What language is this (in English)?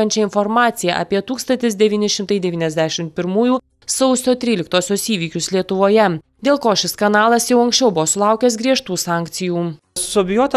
Lithuanian